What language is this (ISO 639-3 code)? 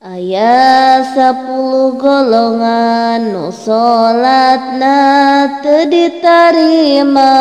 sun